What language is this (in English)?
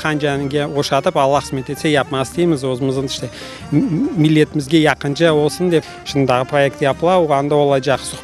Crimean Tatar